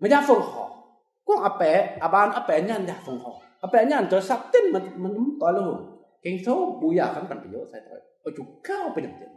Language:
Kim Mun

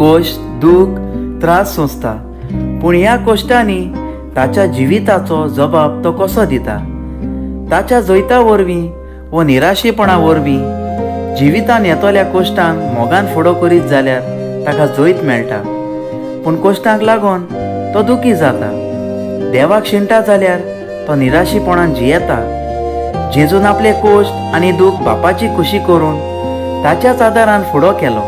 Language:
Konkani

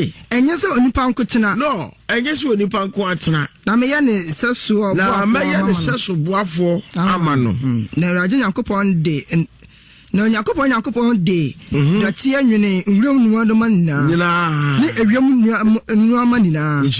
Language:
Akan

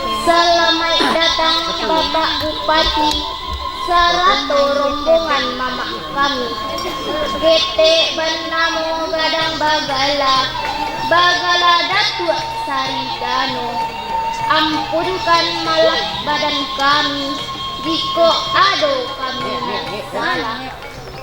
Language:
Minangkabau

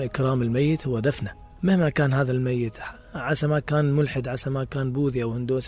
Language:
Mesopotamian Arabic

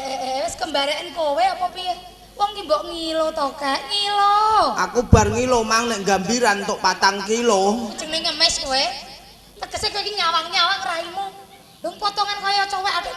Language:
Javanese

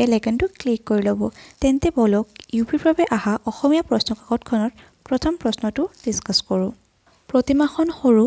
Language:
Assamese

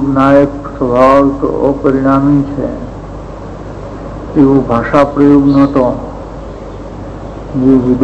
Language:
Gujarati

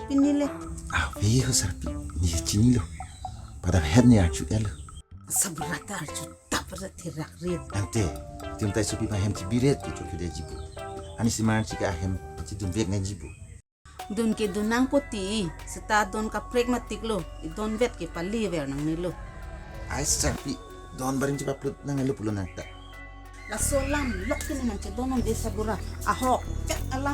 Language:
Karbi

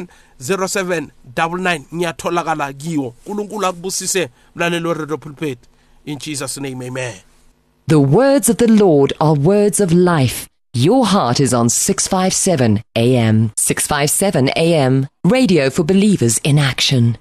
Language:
South Ndebele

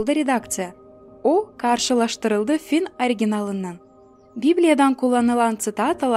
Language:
Gagauz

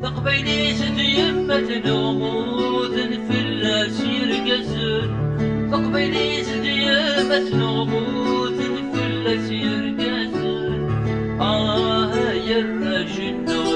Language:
Kabyle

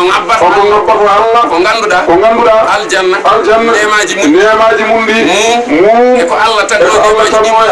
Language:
Fula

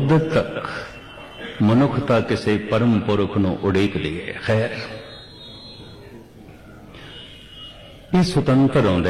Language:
Punjabi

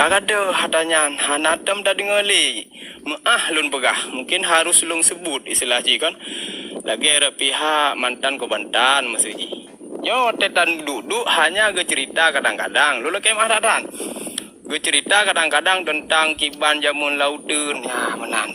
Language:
Achinese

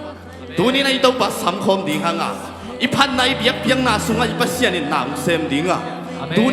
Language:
Tedim Chin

